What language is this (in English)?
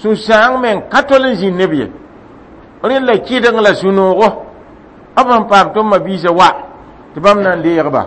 Mossi